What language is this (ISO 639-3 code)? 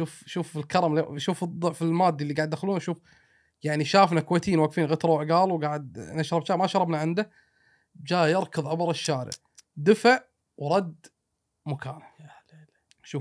afb